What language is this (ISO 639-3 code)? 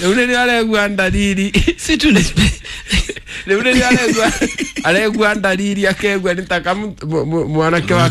kik